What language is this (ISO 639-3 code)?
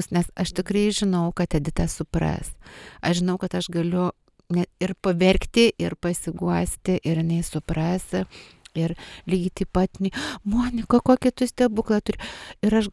lit